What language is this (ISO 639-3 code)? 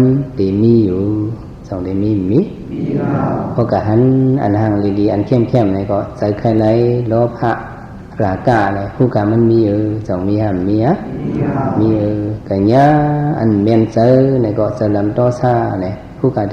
shn